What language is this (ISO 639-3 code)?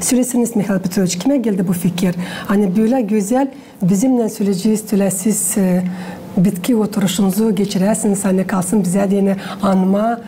gag